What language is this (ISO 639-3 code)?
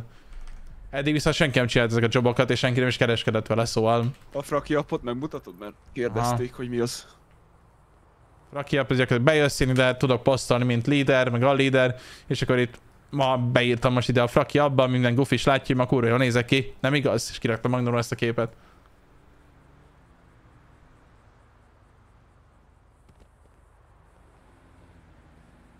hun